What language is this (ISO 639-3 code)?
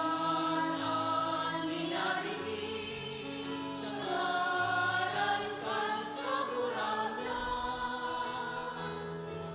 bik